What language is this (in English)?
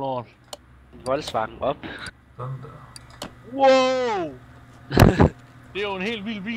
Danish